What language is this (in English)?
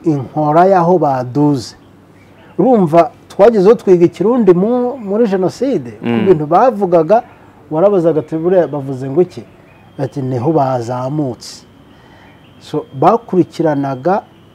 Kinyarwanda